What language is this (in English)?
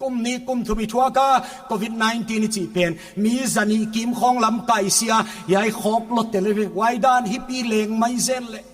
Paite Chin